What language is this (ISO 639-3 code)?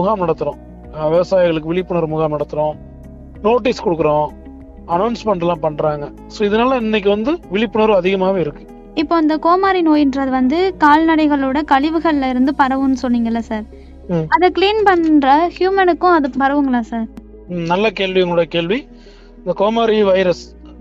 tam